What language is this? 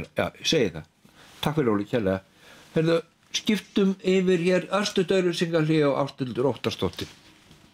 Icelandic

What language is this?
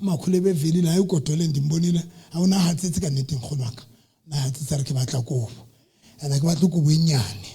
Southern Sotho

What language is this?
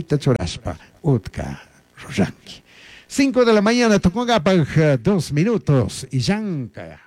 Chimborazo Highland Quichua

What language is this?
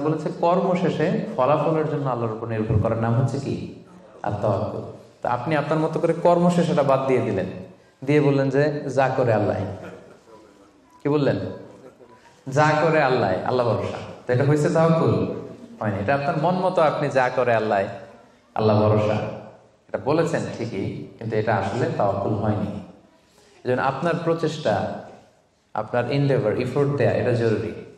Bangla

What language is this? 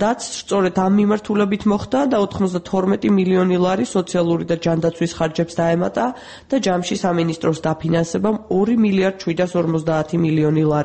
Georgian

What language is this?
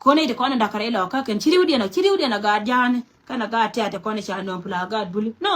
Nuer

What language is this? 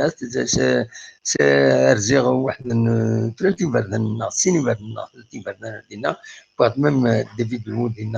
Kabyle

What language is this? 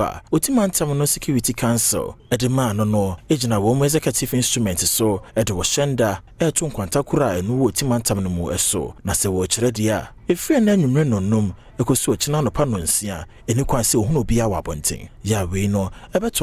Akan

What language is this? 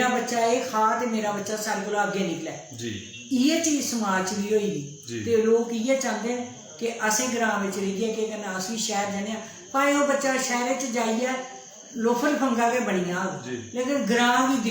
Dogri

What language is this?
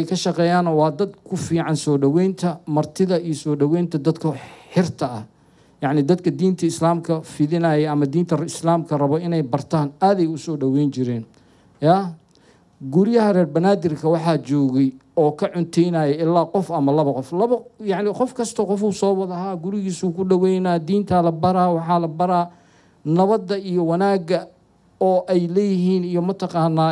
Somali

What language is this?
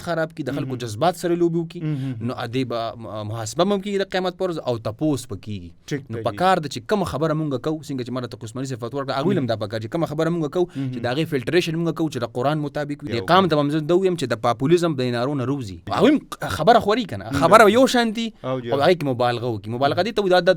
Pashto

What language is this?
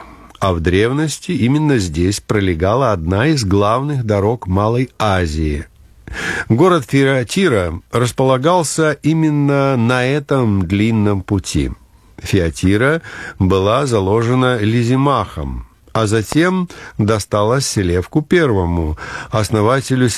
Russian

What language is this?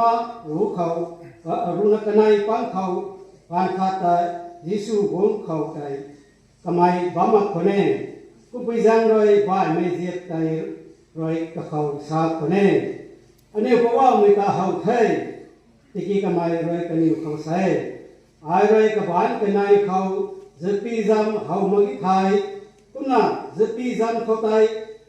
Rongmei Naga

